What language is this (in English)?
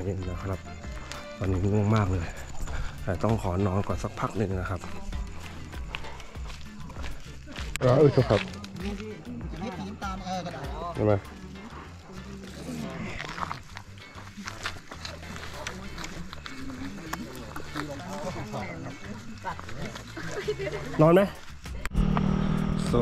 Thai